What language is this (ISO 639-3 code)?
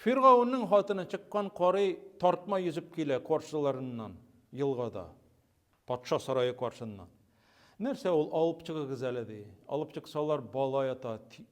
tat